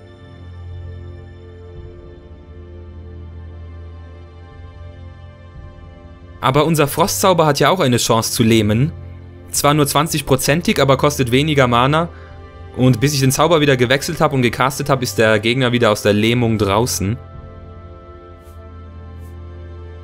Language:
German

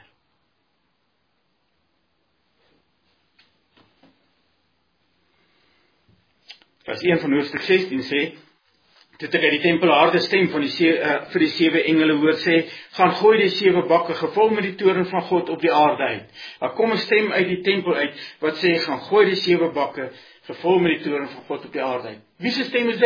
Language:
Afrikaans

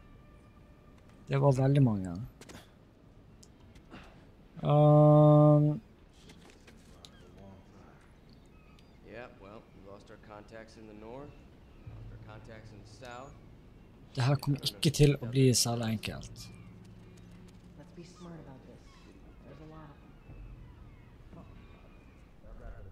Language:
Norwegian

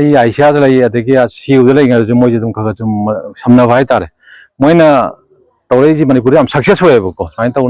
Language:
Manipuri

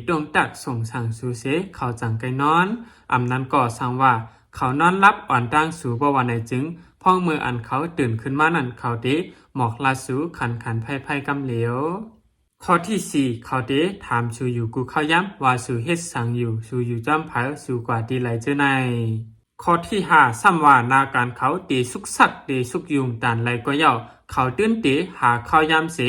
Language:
Shan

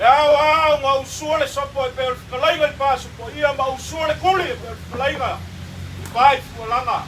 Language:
Samoan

